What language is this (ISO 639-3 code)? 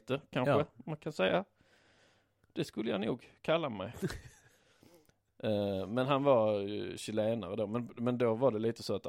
swe